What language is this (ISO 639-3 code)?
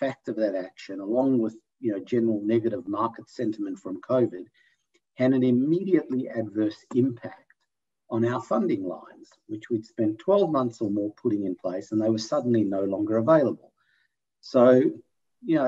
eng